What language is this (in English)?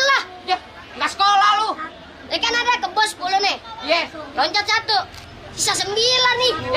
Betawi